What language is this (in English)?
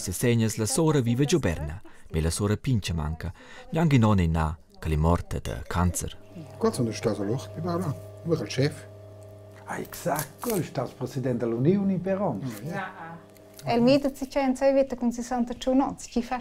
Romansh